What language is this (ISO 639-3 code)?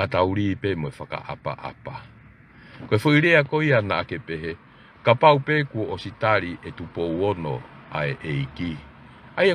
ton